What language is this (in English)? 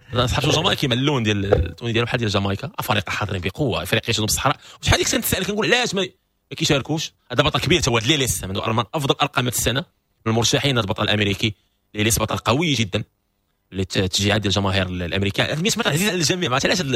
Moroccan Arabic